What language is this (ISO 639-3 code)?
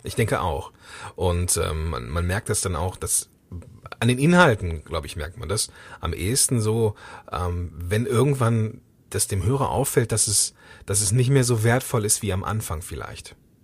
deu